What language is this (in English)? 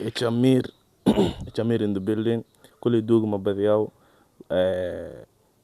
Somali